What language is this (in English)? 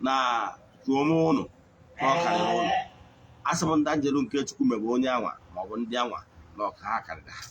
Igbo